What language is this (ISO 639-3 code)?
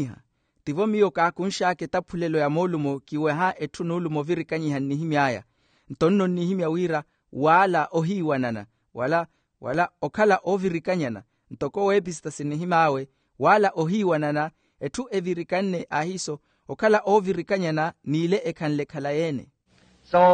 vmw